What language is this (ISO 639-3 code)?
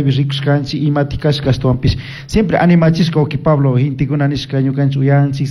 qug